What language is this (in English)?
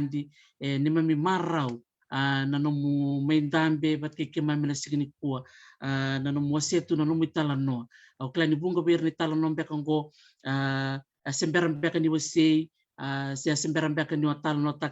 Fijian